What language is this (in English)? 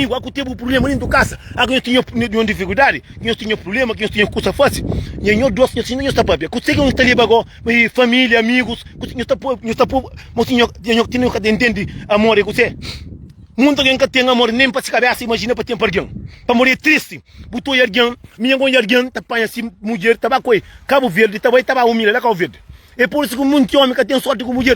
Kabuverdianu